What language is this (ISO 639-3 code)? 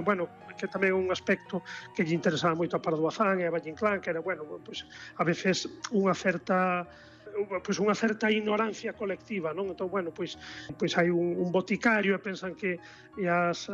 glg